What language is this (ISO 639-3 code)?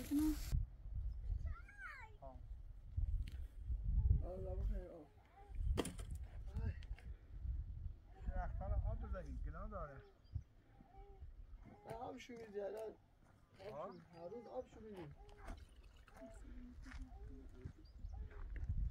fas